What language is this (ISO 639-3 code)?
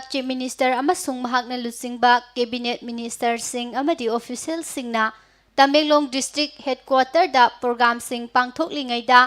mni